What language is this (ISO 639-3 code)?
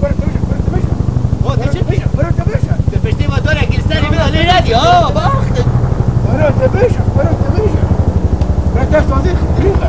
kur